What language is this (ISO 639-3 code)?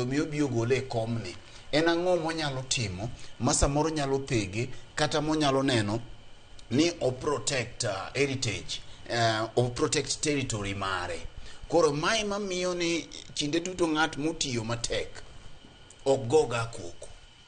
luo